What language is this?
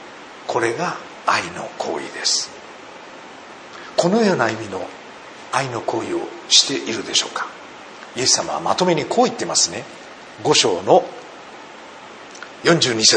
Japanese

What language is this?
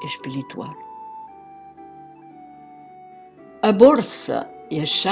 Portuguese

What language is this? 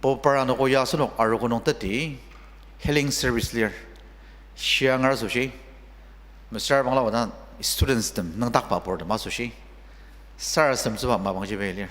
Ao Naga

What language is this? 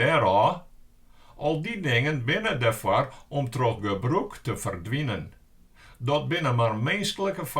Western Frisian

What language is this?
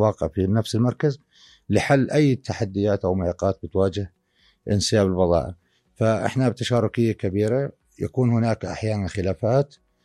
North Levantine Arabic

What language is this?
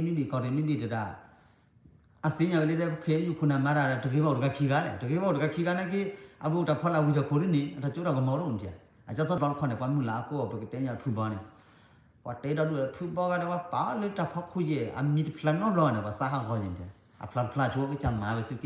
S'gaw Karen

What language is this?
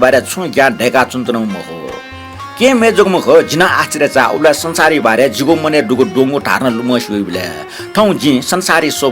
Newari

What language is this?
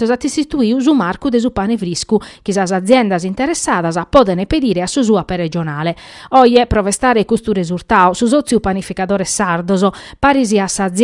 Sardinian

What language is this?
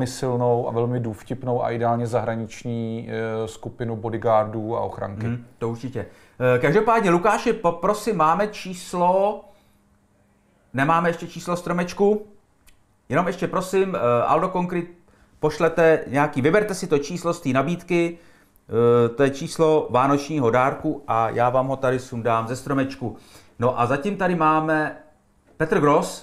Czech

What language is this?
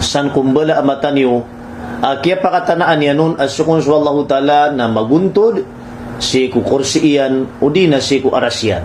Maranao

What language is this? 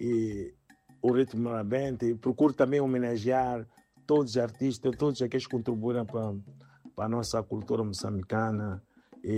Portuguese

